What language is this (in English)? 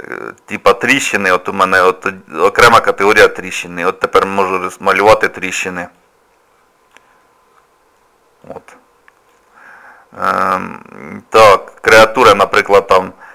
Ukrainian